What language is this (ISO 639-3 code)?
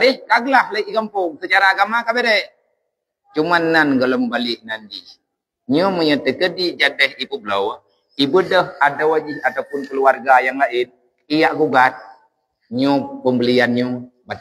ace